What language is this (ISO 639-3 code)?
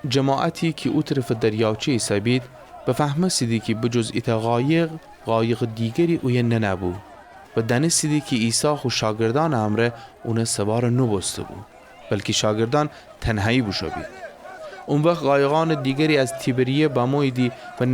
glk